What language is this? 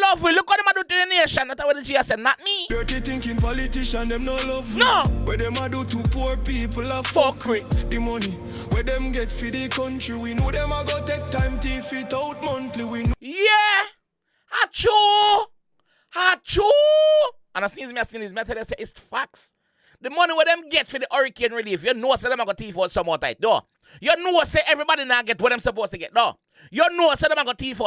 Jamaican Creole English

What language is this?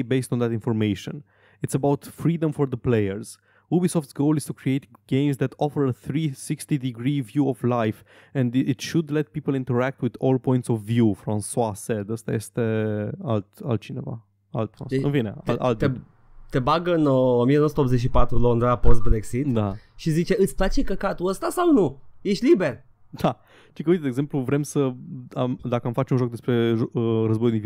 Romanian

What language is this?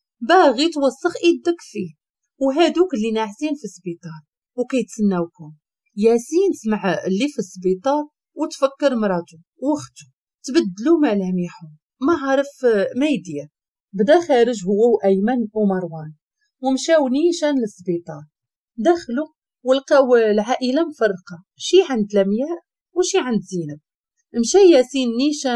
Moroccan Arabic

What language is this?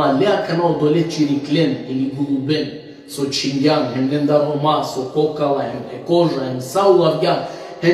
Balkan Romani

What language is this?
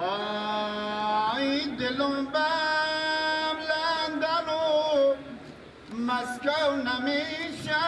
Persian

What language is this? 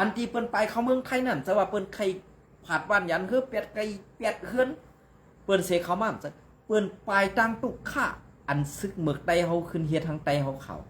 Shan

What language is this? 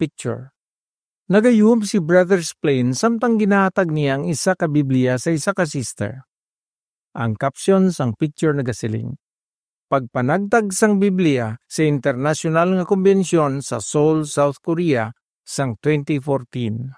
Hiligaynon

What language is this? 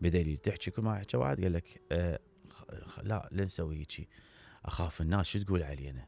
Mesopotamian Arabic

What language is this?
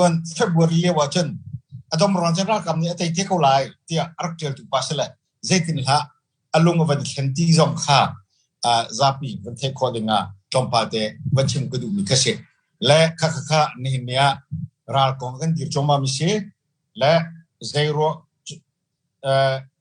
Hakha Chin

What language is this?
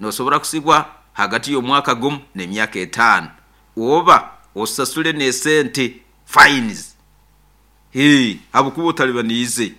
Nyoro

